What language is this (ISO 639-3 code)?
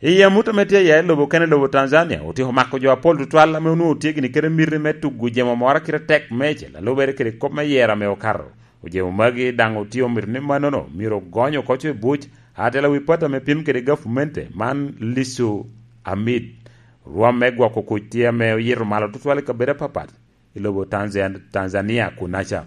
laj